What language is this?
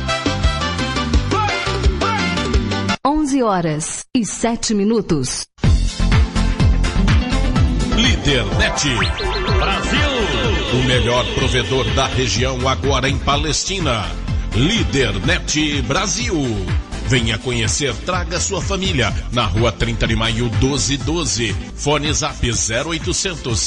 Portuguese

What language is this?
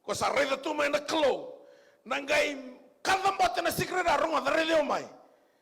Fijian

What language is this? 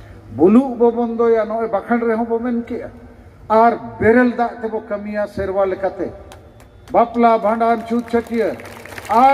Santali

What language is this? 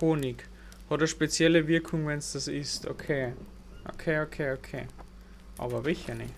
Bavarian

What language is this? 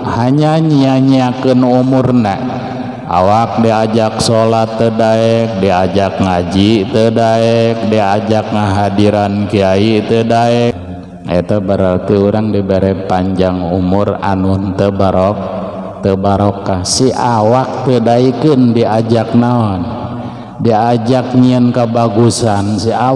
Sundanese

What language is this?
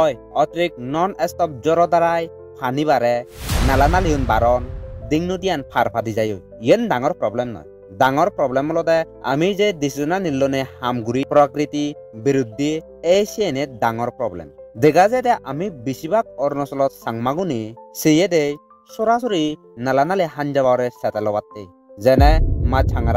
Chakma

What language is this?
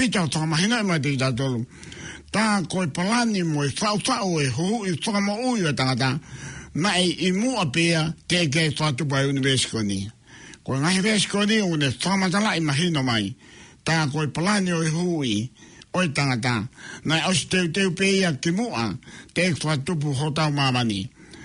Tongan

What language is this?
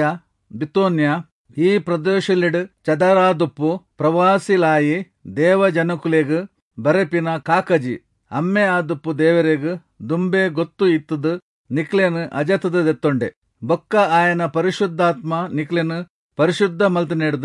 Tulu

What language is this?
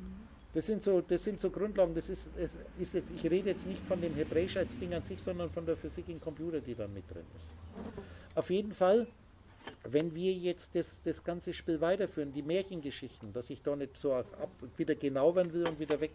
German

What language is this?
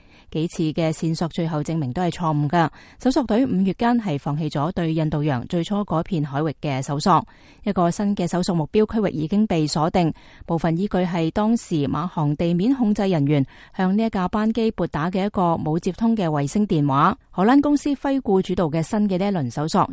Cantonese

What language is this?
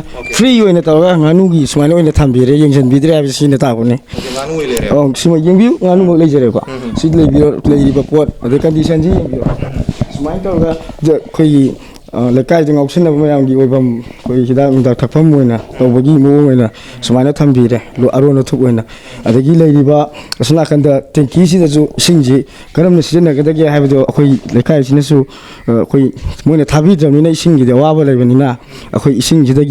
Manipuri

